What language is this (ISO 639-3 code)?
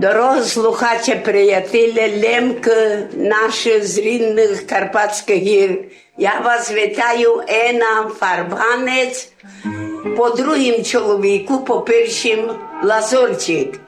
rue